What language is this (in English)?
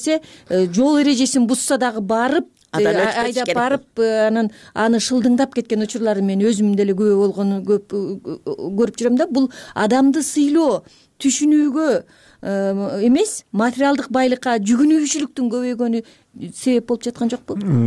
Kyrgyz